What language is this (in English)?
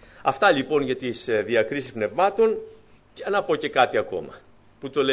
Greek